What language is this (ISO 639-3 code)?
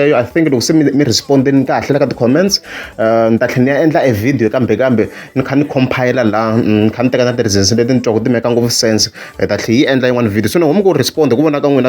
tso